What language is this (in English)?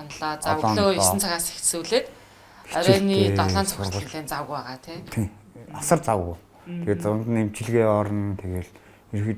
Mongolian